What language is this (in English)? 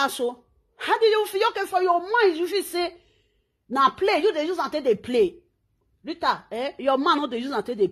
Nigerian Pidgin